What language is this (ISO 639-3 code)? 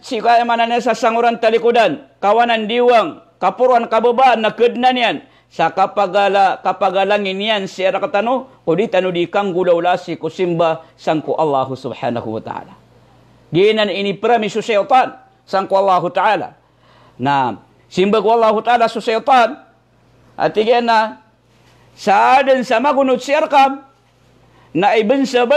mrw